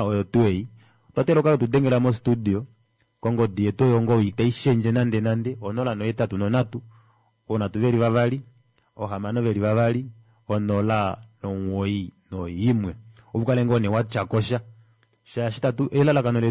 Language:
Kuanyama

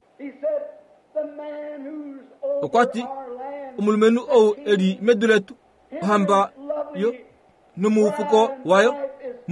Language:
Kuanyama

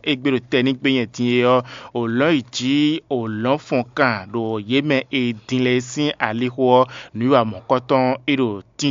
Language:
Fon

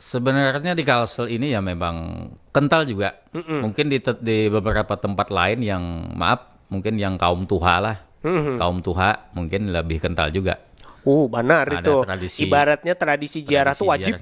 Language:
Banjar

